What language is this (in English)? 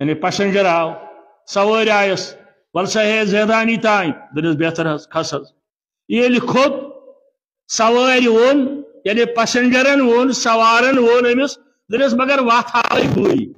Kashmiri